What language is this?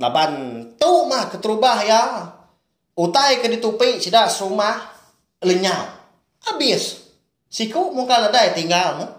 Iban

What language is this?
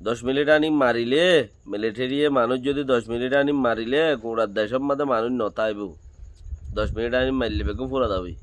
Rohingya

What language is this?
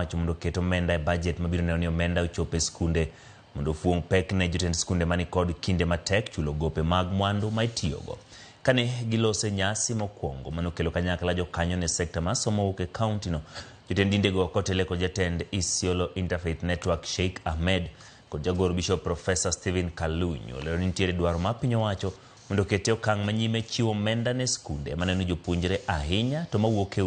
Luo (Kenya and Tanzania)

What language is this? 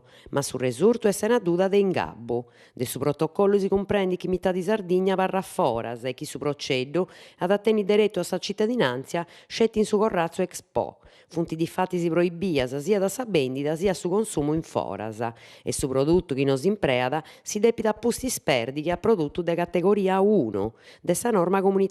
Sardinian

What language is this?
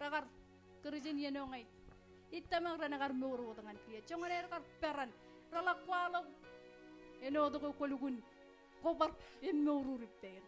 Marshallese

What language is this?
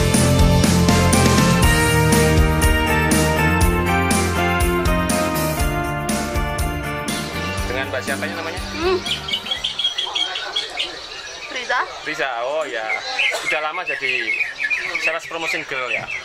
Indonesian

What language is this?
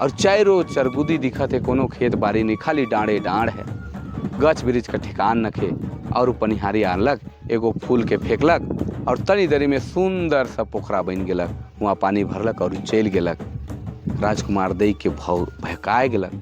Sadri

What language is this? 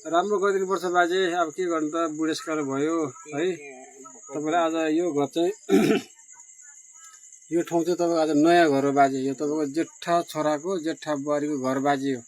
Nepali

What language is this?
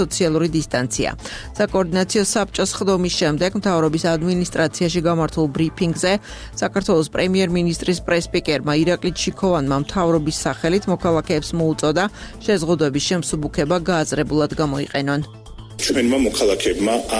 Georgian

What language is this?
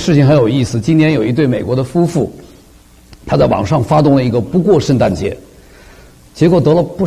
Chinese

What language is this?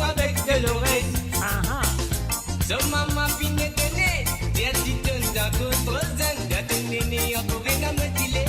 Morisyen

